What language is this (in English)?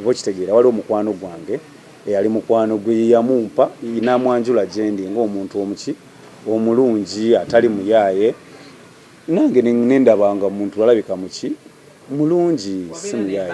Ganda